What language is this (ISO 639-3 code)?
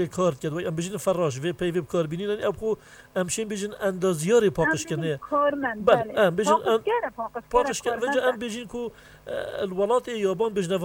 kur